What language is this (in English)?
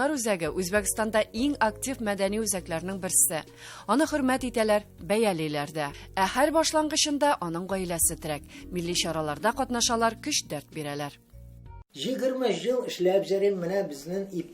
Tatar